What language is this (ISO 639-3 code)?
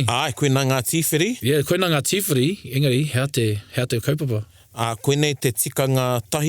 mri